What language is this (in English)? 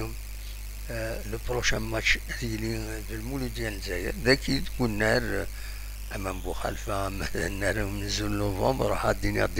Kabyle